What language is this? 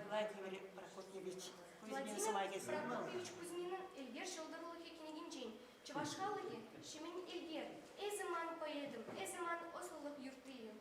Chuvash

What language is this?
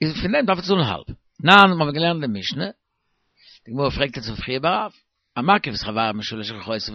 Yiddish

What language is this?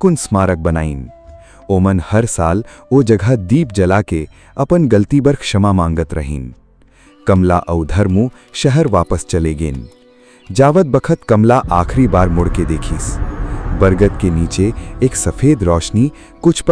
Chhattisgarhi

